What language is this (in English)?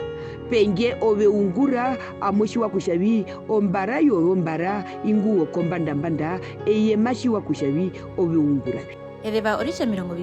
Herero